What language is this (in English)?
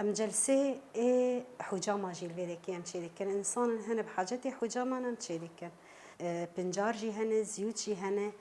Kurdish